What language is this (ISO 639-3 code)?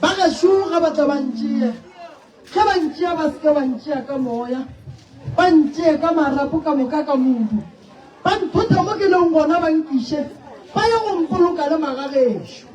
nso